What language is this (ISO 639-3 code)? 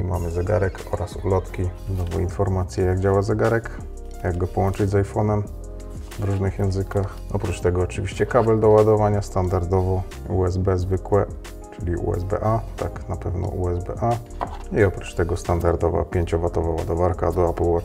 pol